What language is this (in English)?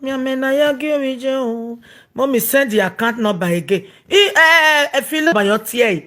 Nigerian Pidgin